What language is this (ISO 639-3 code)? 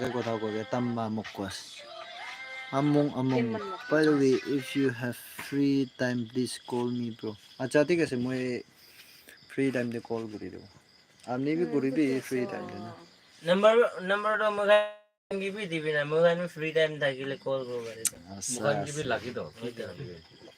nag